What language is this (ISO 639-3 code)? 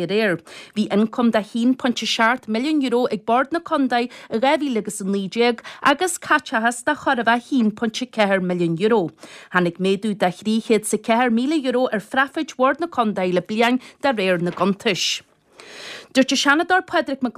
gle